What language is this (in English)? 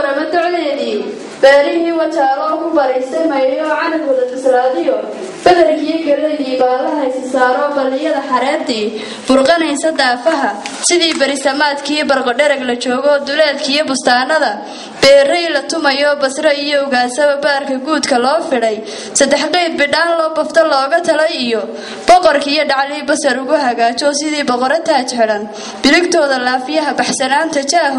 Somali